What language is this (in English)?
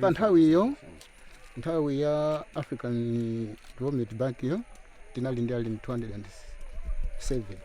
Nyanja